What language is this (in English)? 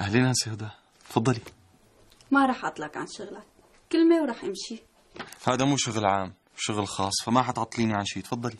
North Levantine Arabic